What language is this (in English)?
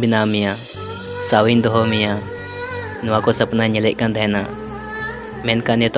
Santali